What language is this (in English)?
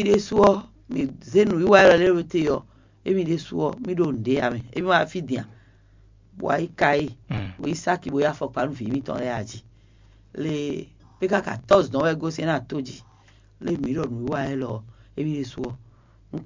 Fon